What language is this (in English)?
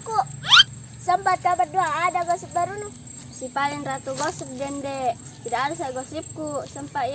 Makassar Malay